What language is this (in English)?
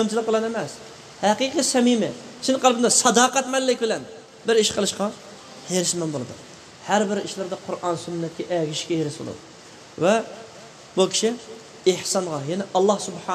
Uyghur